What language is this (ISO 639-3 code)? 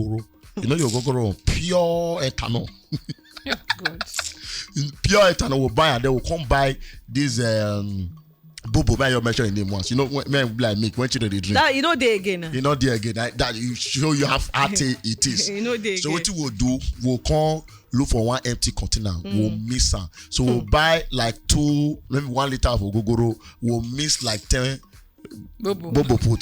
pcm